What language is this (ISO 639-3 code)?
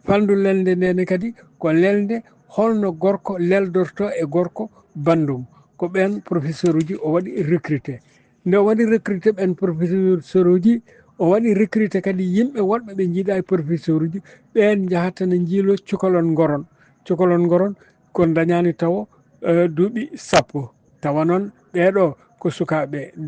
ful